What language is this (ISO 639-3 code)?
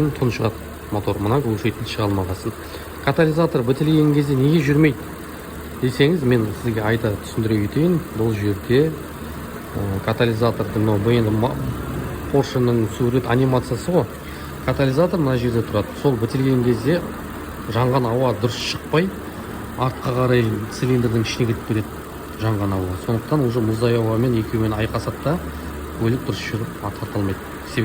kaz